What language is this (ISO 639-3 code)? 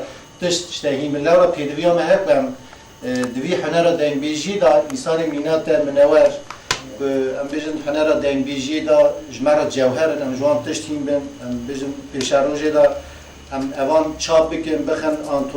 kur